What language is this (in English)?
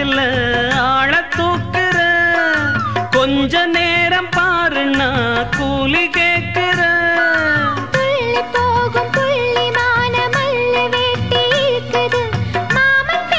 Tamil